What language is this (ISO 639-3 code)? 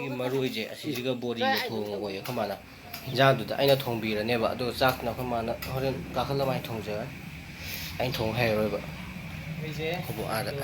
mni